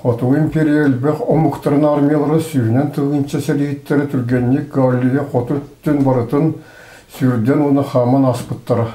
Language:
Yakut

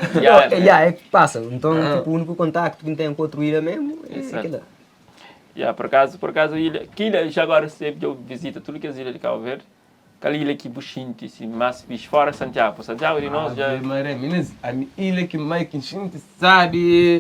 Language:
Kabuverdianu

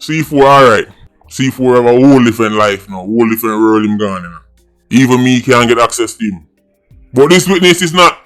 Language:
Jamaican Creole English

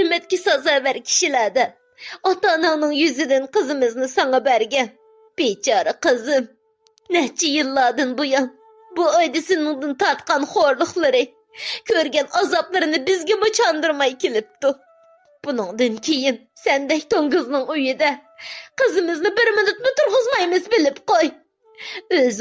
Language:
Uyghur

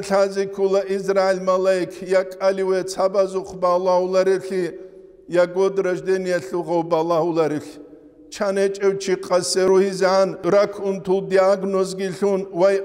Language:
Avaric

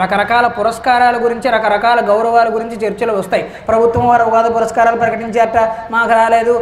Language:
Telugu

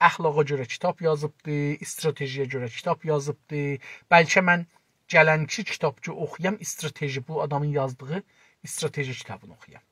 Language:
South Azerbaijani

